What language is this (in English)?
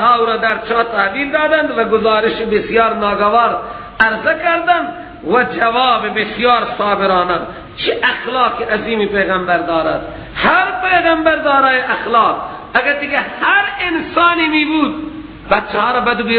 Persian